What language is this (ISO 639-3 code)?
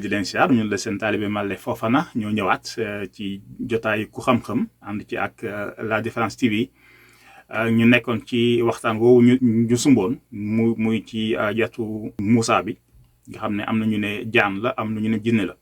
wol